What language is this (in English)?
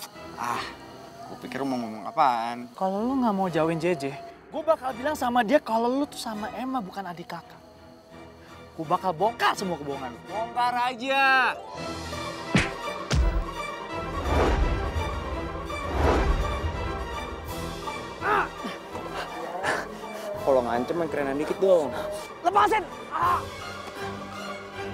Indonesian